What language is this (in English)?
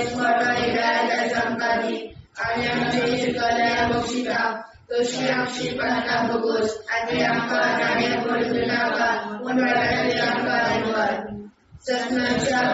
Konkani